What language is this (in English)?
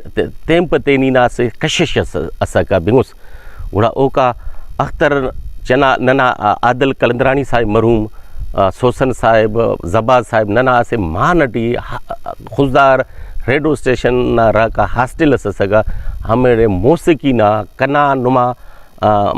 Brahui